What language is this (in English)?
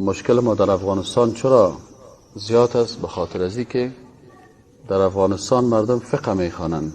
Persian